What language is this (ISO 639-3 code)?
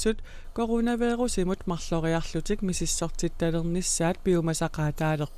kal